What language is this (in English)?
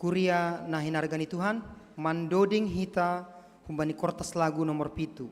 Batak Simalungun